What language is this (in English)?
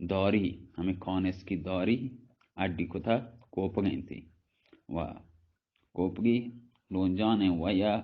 Baluchi